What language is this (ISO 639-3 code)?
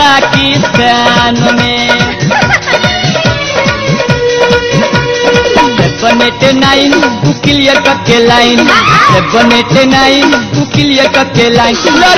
bho